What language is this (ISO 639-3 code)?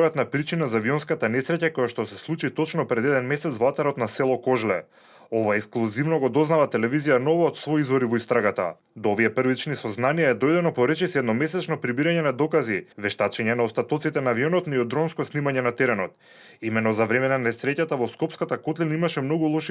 mkd